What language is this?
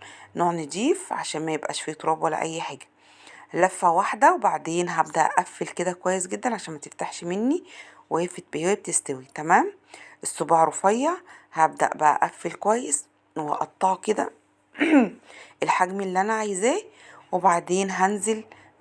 Egyptian Arabic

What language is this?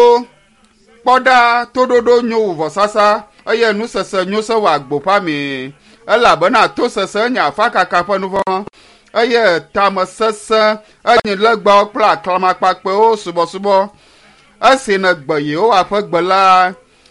Ewe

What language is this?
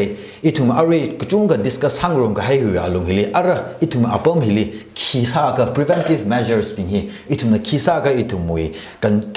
Tangkhul Naga (India)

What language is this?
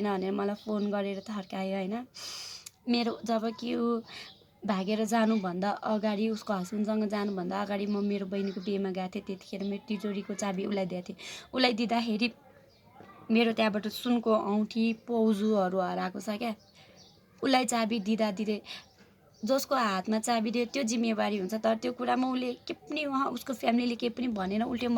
Nepali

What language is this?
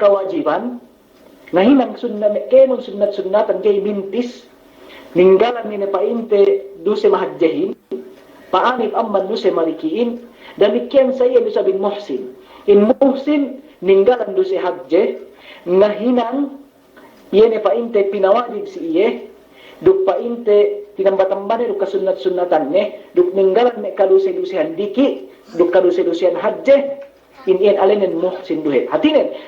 Yakan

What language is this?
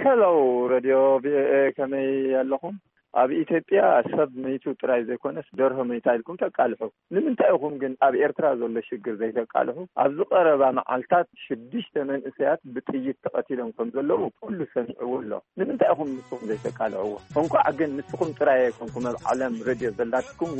Tigrinya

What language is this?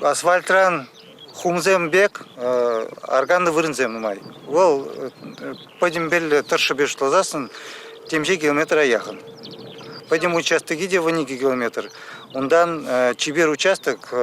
Chuvash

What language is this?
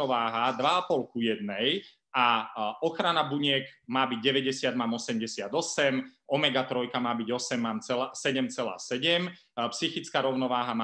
Slovak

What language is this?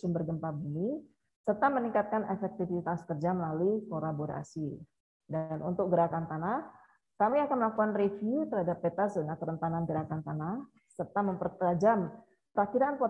Indonesian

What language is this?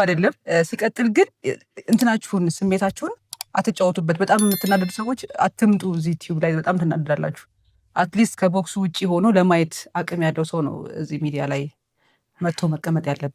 Amharic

